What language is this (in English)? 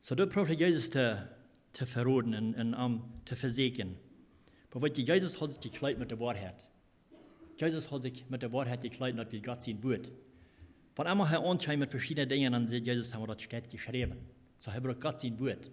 Plautdietsch